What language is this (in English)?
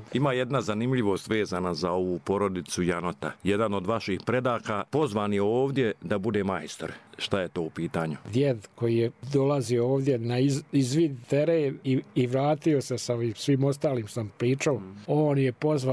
Bosnian